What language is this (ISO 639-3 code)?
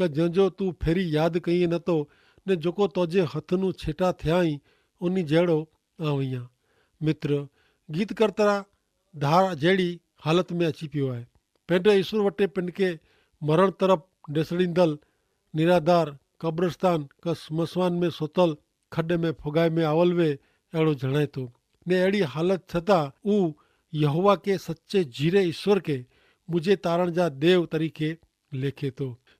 kfr